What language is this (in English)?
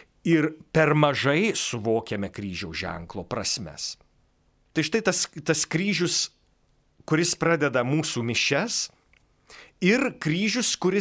Lithuanian